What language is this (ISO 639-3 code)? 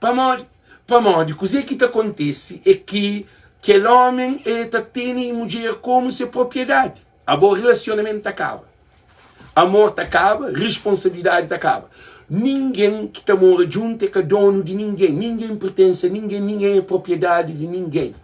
kea